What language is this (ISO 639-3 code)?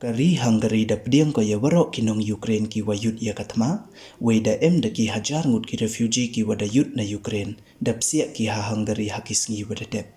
pbv